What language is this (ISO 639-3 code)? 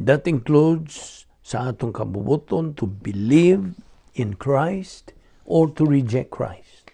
ceb